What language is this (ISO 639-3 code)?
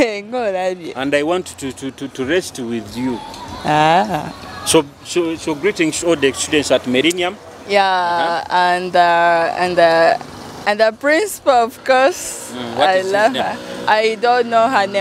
nyo